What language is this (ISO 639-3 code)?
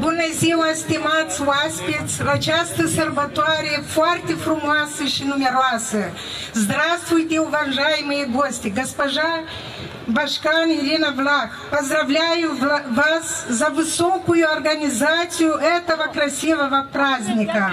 gag